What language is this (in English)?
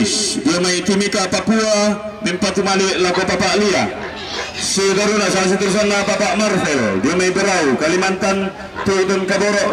Toraja-Sa'dan